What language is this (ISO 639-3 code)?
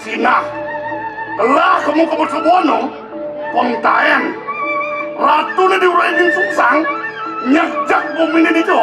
ban